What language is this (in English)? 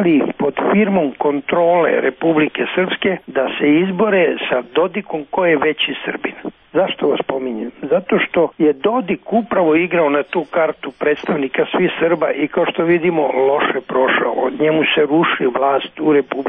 Serbian